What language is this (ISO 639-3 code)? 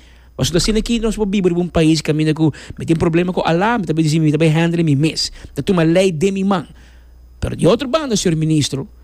pap